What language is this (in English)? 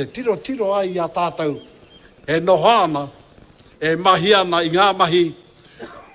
Māori